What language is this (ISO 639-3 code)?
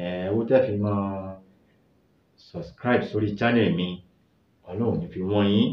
yor